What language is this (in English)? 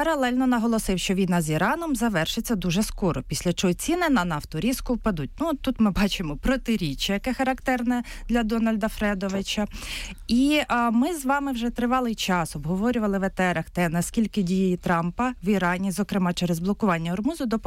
Ukrainian